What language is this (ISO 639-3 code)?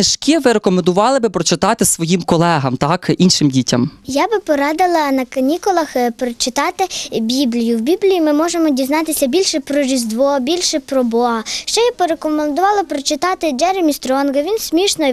ukr